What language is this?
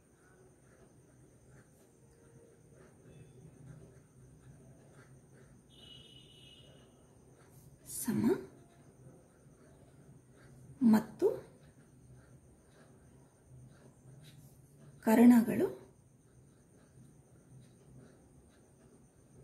Kannada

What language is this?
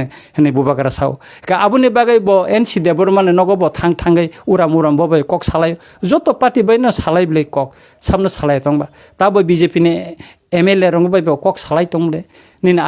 Kok Borok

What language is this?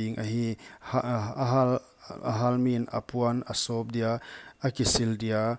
Paite Chin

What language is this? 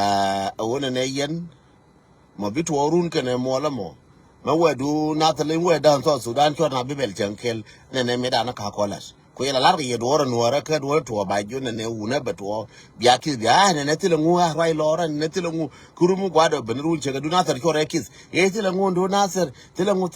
Nuer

